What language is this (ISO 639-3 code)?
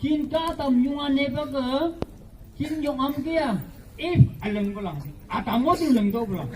nph